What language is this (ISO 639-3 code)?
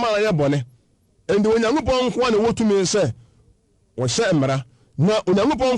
aka